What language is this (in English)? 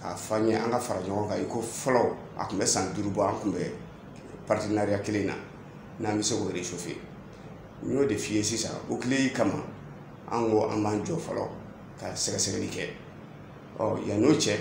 Bambara